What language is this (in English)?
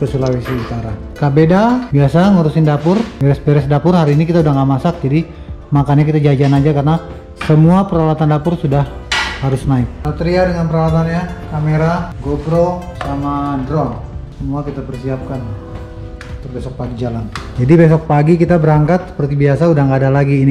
Indonesian